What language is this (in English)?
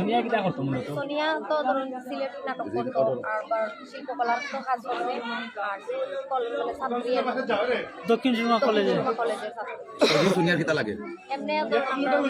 Sylheti